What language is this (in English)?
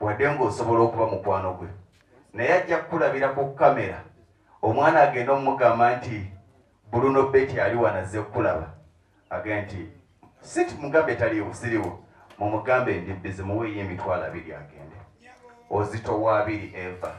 Ganda